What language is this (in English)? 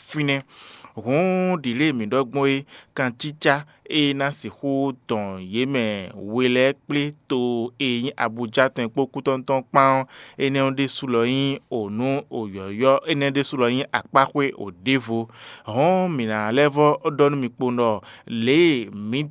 Fon